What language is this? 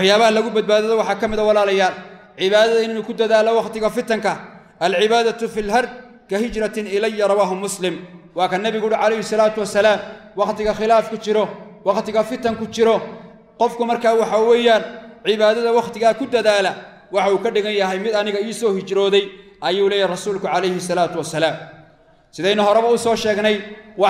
Somali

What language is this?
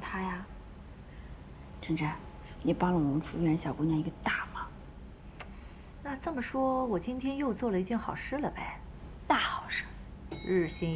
Chinese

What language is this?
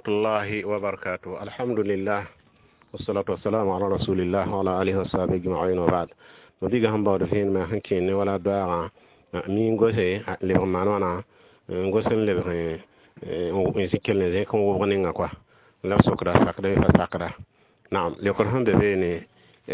Mossi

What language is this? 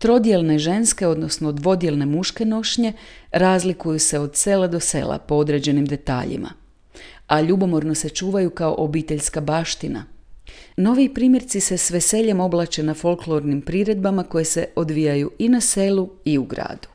Croatian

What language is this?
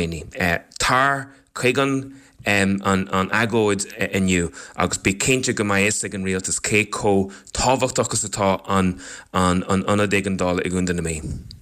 Irish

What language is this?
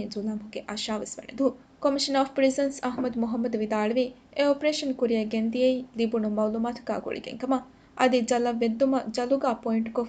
Divehi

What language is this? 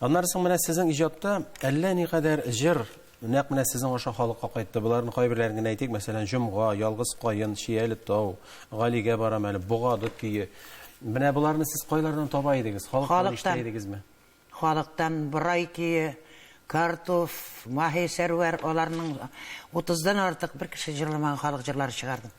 Tatar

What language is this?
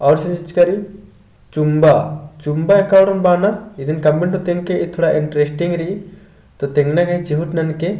Kurukh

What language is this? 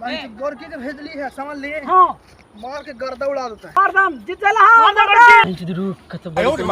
Magahi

